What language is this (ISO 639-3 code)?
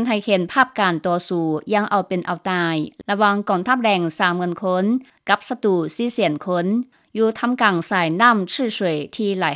lao